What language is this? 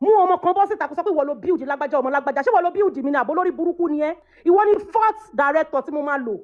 Yoruba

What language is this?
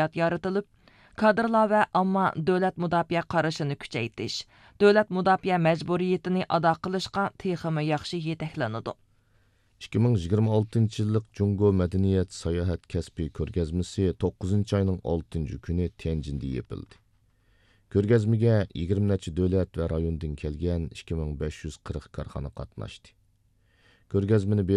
Uyghur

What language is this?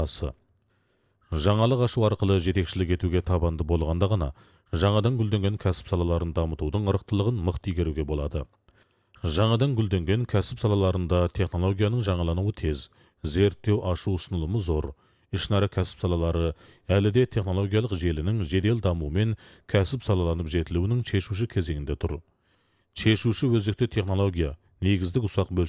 Kazakh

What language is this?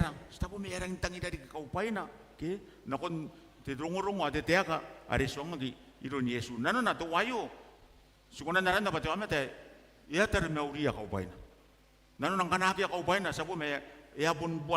Gilbertese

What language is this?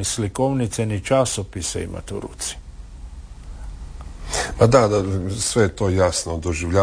Croatian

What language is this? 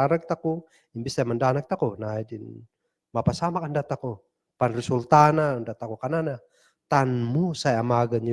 Kankanaey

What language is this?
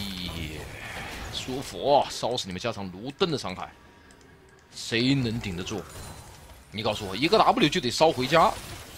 Chinese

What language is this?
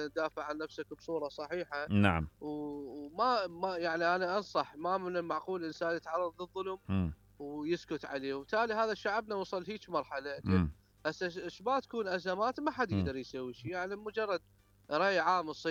Mesopotamian Arabic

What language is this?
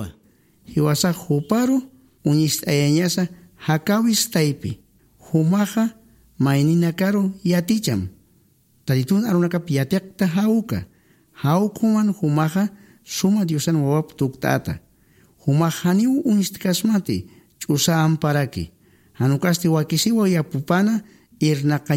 Aymara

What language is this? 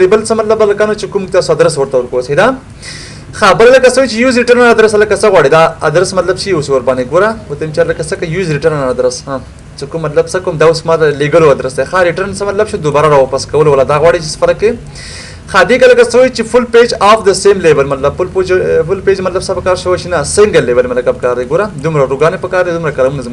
Pashto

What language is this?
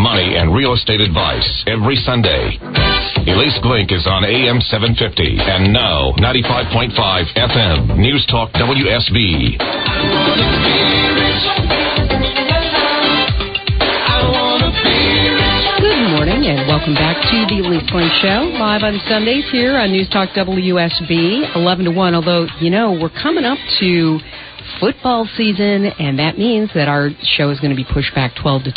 English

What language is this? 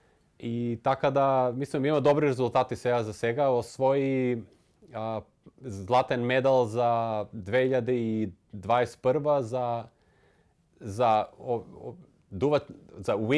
Macedonian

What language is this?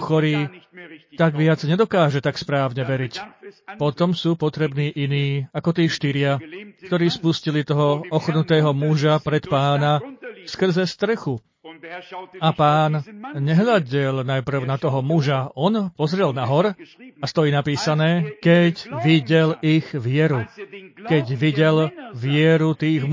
Slovak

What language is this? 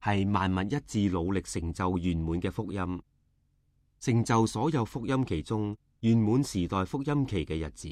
Cantonese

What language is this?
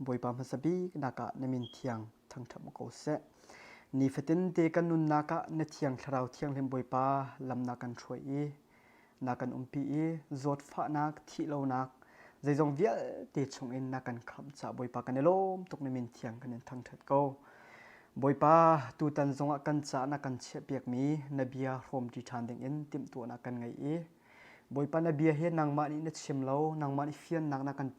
Hakha Chin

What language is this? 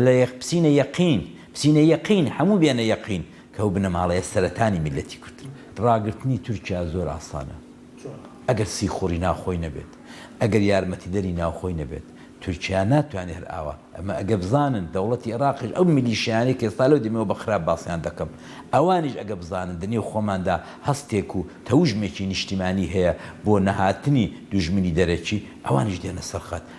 Central Kurdish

